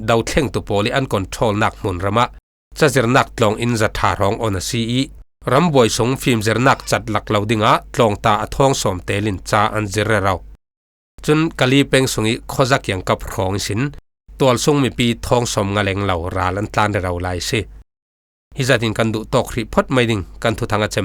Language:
Falam Chin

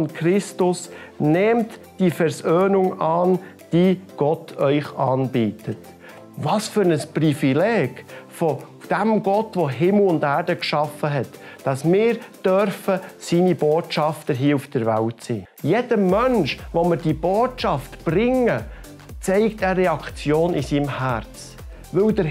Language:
Swiss German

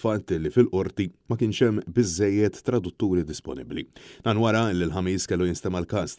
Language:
Maltese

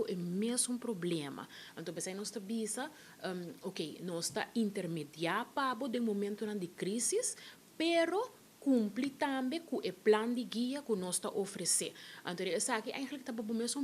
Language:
Papiamento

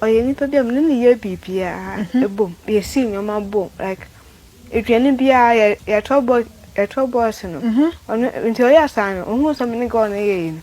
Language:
Akan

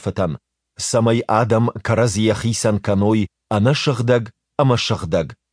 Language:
Ossetic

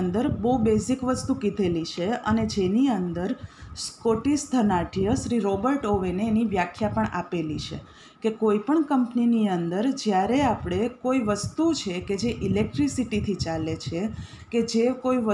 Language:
Gujarati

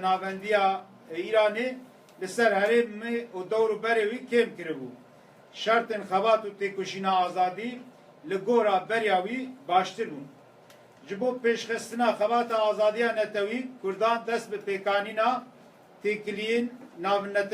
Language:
Kurdish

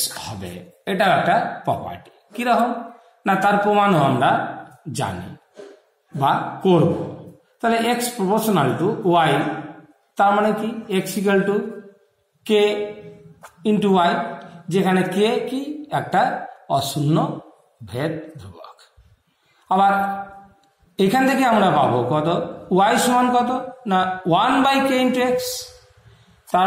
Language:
Bangla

